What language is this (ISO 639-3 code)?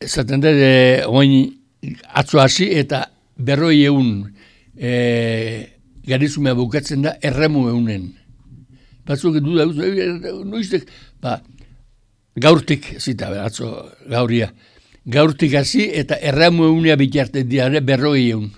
eus